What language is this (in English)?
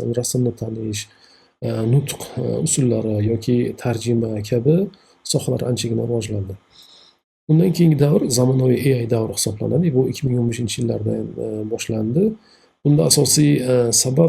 Uzbek